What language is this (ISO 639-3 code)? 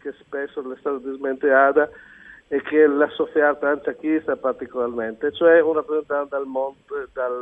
fur